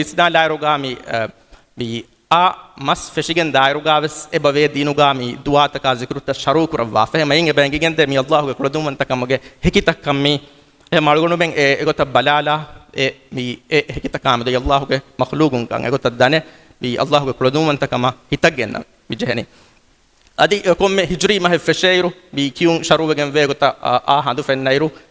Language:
Divehi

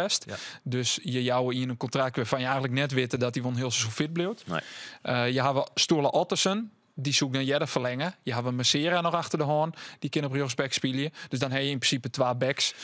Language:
Western Frisian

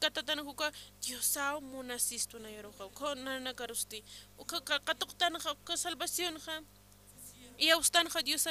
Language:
Aymara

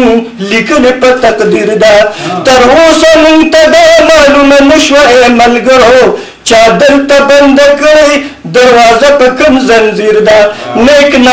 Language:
Pashto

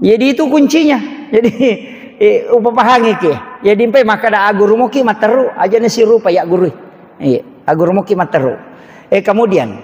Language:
Buginese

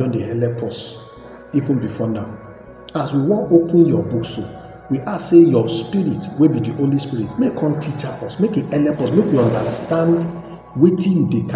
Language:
Nigerian Pidgin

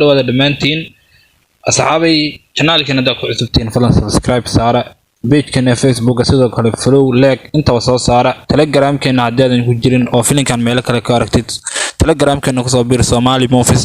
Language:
Somali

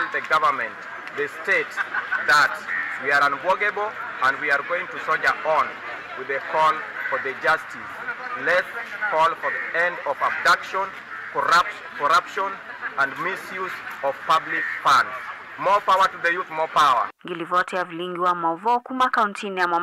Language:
Kamba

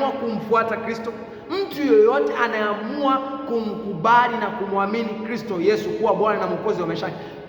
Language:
Swahili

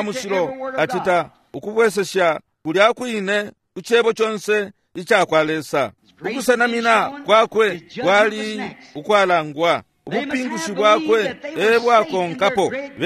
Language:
Bemba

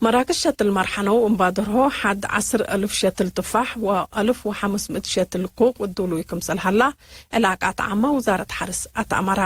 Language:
Tigre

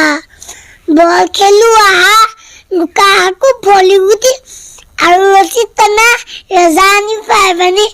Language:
Assamese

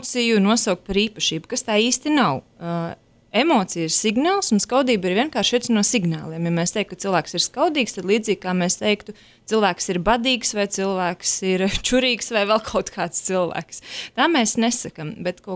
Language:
Latvian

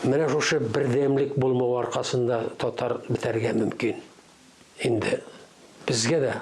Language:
Tatar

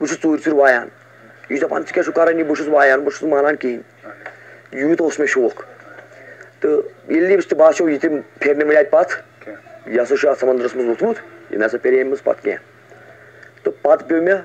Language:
Kashmiri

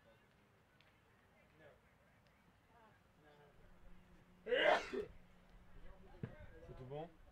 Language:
French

